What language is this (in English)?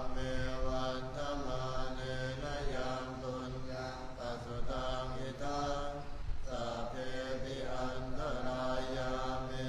Pali